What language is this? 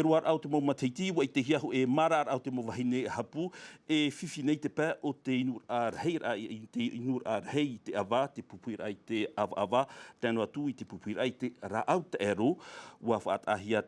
Tahitian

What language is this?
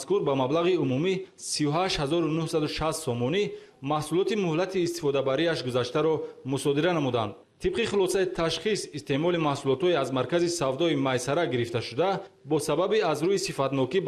Tajik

